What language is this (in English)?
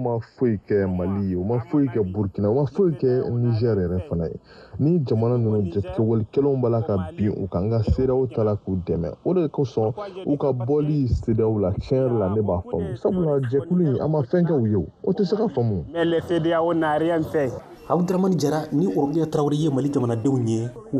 Bambara